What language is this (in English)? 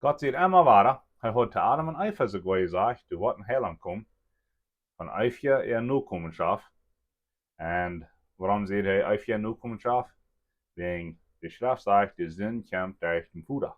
Plautdietsch